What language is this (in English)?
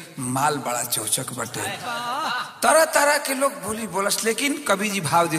Bhojpuri